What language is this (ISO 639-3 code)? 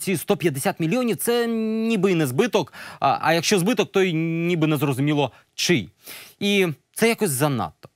ukr